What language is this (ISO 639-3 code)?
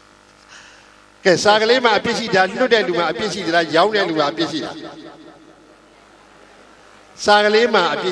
mya